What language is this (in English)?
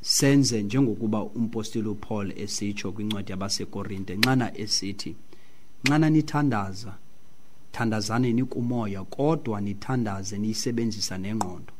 Xhosa